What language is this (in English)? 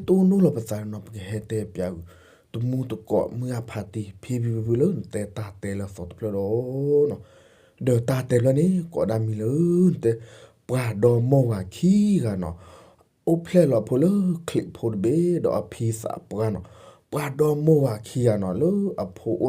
S'gaw Karen